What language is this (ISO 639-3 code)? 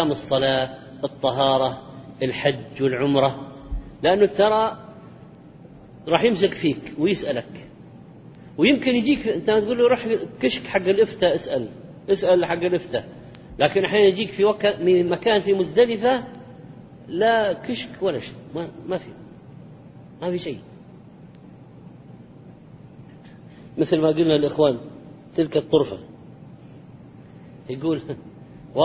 ara